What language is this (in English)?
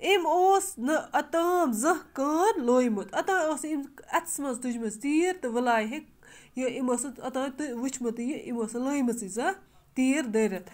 Kashmiri